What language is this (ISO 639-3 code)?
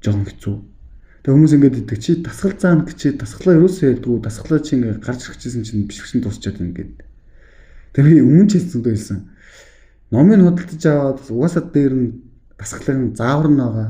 mon